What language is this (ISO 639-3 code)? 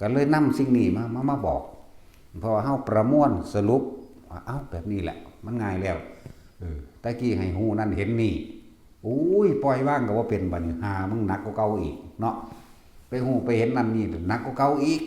tts